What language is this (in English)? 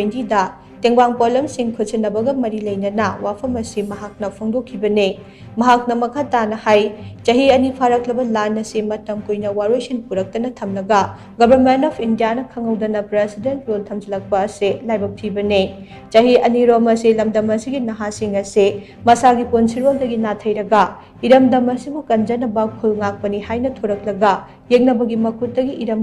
Manipuri